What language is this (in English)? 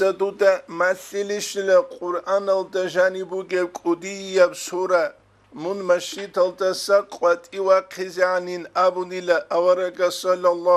Avaric